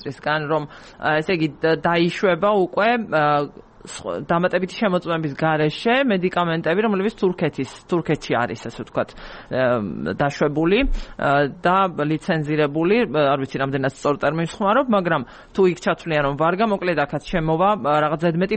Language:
Georgian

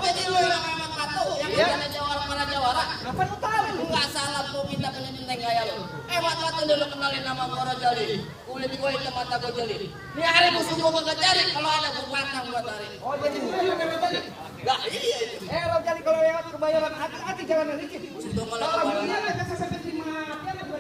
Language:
Betawi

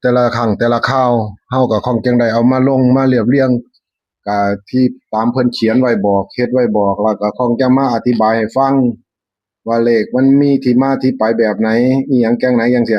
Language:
Northeastern Thai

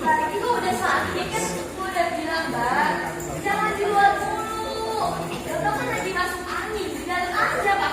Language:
Betawi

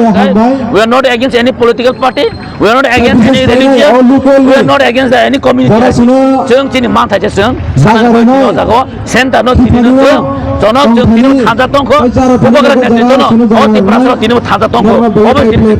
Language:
Kok Borok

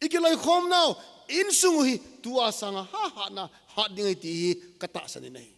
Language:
Thado Chin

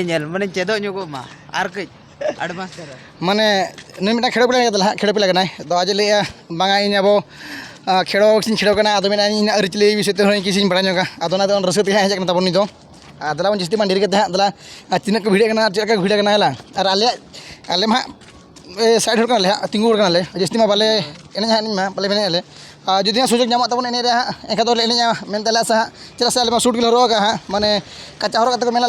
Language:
Santali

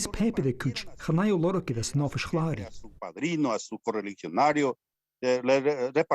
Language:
Scottish Gaelic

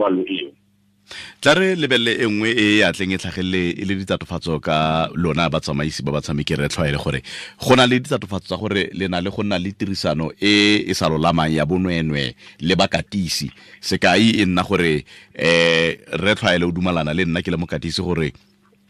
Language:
Tswana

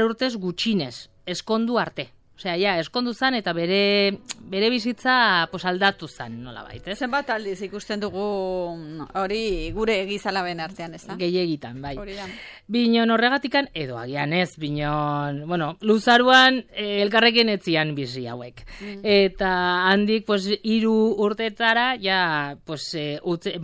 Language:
Basque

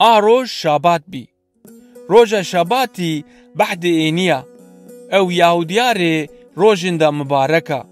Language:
Zaza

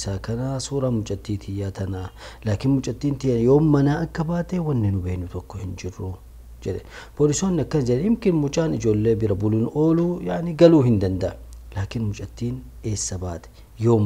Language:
Oromo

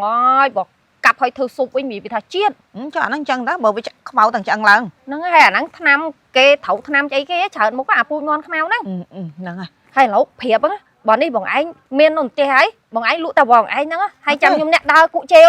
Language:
Khmer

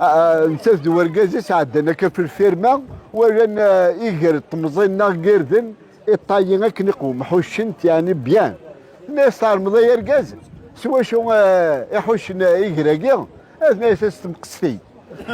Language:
Kabyle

